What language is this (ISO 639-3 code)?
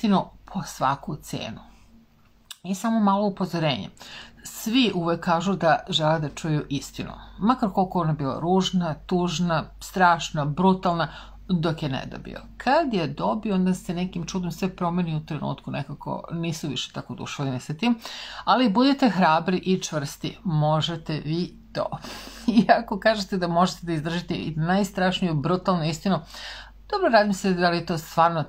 srp